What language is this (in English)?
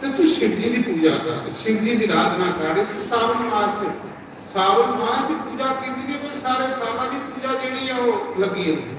Dogri